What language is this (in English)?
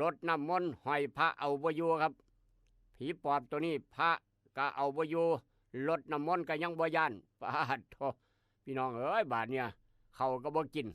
Northeastern Thai